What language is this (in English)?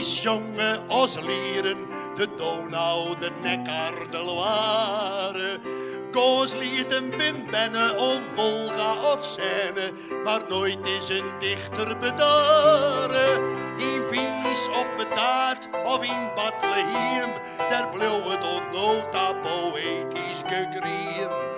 Western Frisian